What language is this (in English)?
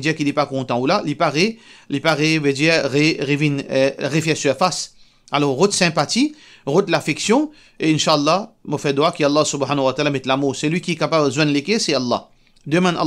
Morisyen